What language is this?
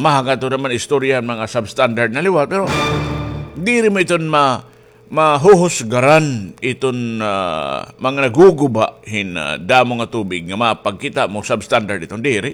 Waray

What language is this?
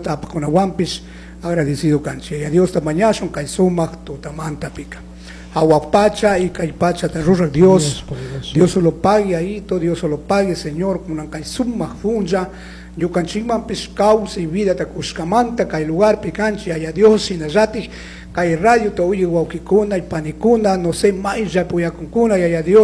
Chimborazo Highland Quichua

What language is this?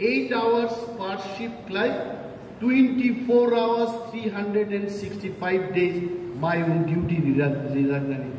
Kok Borok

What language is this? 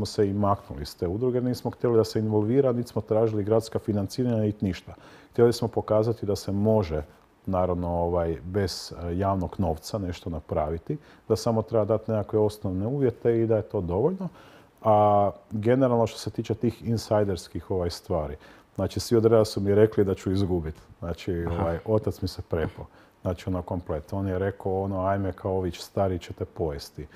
Croatian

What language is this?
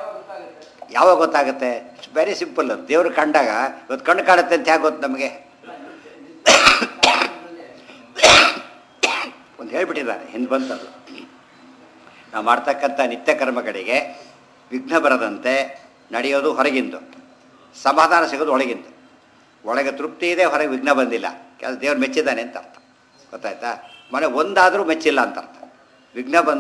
Kannada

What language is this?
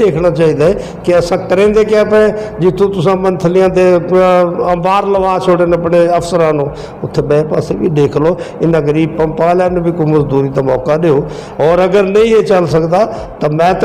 Western Panjabi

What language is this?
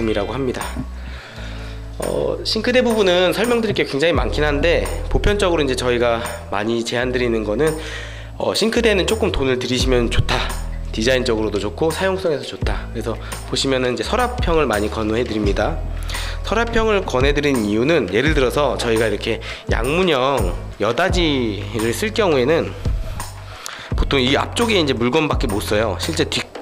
Korean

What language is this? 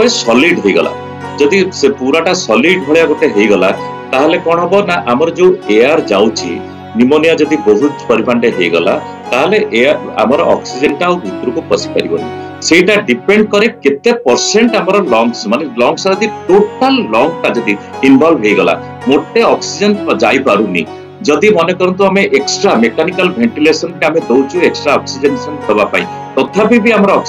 Odia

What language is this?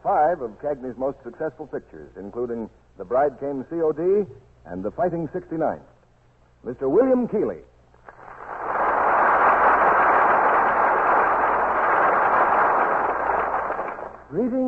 English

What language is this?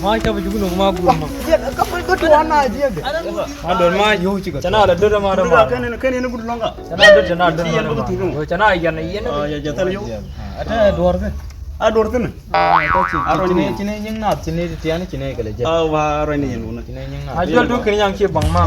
Nuer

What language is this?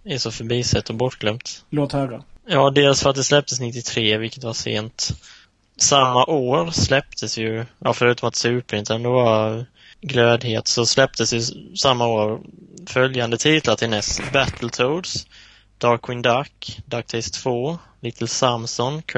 Swedish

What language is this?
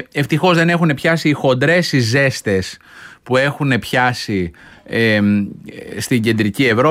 Greek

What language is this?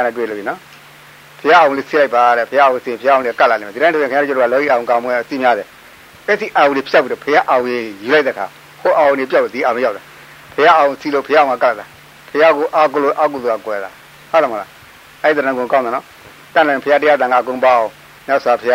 Burmese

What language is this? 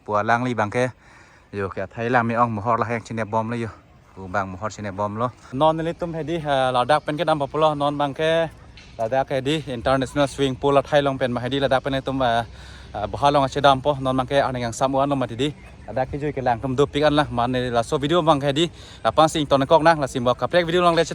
Karbi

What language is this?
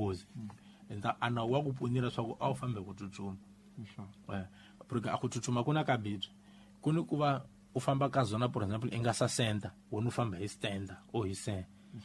Tsonga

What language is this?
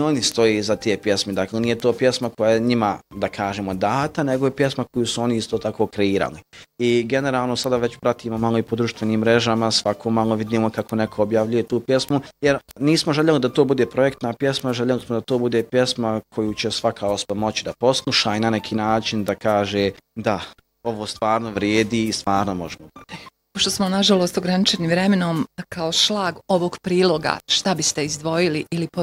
Bosnian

